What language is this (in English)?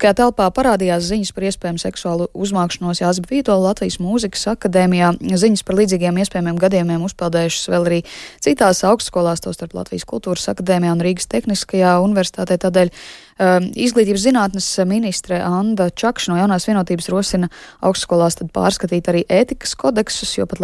Latvian